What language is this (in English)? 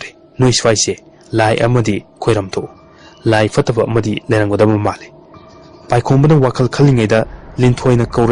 Manipuri